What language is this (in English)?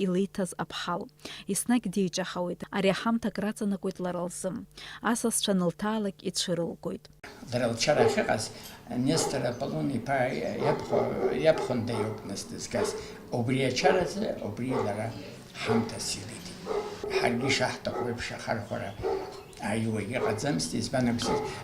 Abkhazian